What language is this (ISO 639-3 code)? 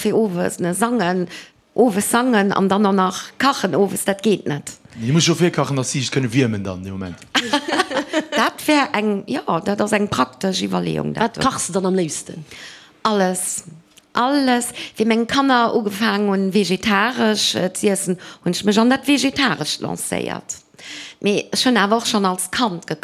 ltz